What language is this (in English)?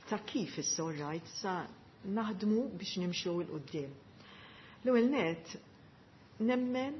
Maltese